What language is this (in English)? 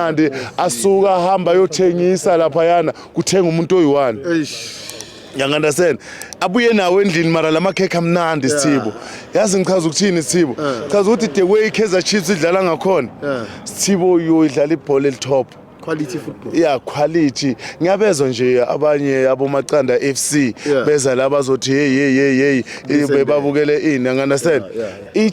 Zulu